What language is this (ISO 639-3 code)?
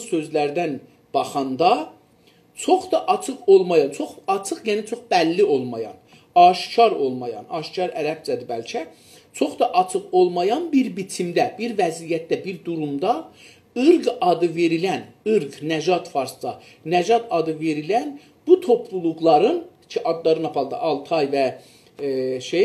azb